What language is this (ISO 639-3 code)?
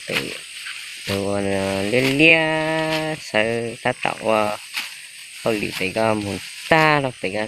hmn